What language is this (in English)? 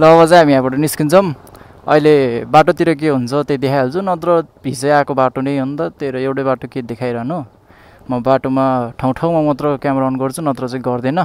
Nepali